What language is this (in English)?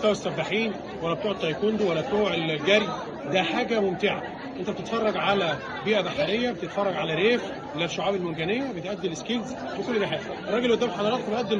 Egyptian Arabic